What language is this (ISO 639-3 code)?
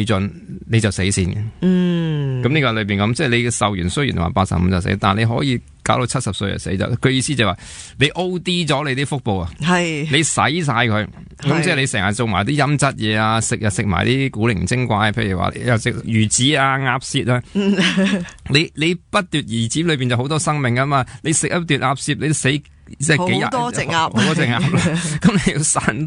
yue